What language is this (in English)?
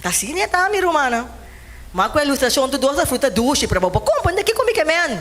Papiamento